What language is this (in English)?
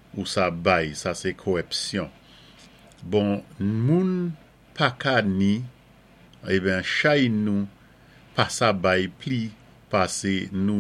Saint Lucian Creole French